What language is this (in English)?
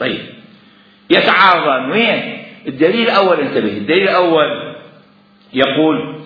Mesopotamian Arabic